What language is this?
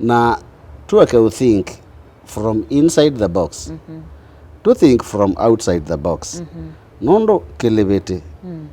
Kamba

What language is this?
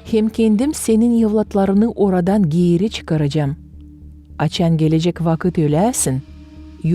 Gagauz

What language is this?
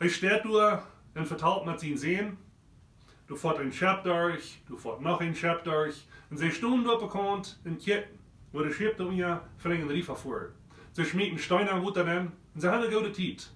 Plautdietsch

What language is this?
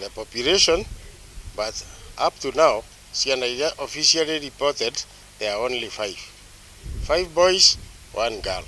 Kikuyu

